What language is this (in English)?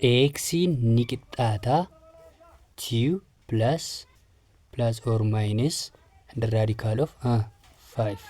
Oromo